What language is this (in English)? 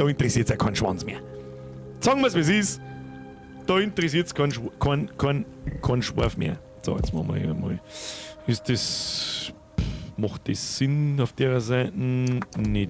Bavarian